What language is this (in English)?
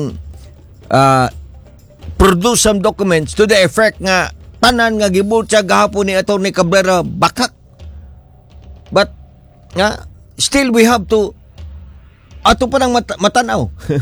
Cebuano